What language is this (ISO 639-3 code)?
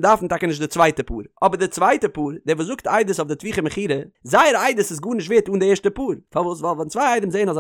yid